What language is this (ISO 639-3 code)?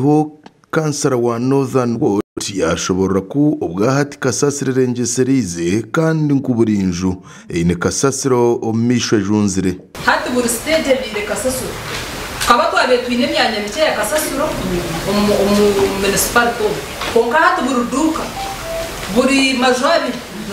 nyn